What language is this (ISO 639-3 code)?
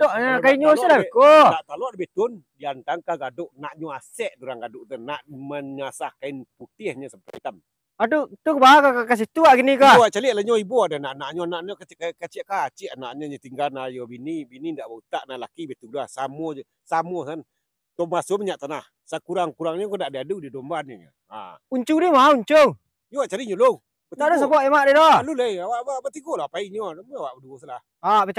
min